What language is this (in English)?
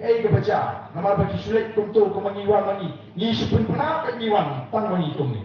Khasi